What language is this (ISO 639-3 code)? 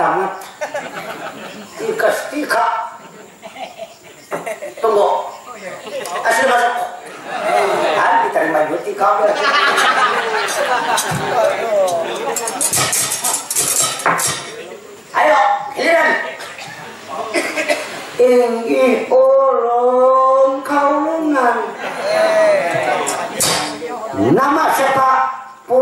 bjn